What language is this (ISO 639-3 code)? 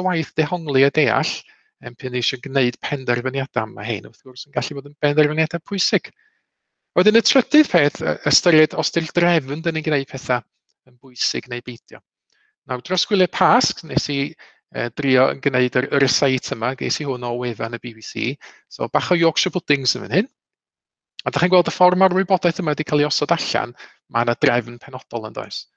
cym